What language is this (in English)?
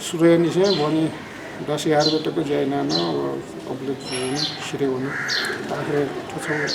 Newari